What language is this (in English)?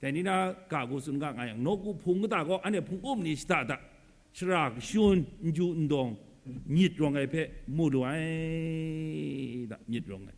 Kachin